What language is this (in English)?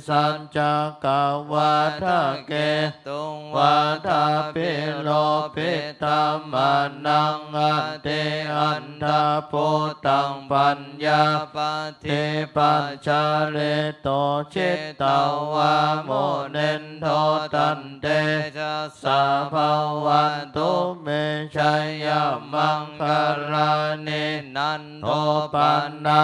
Pali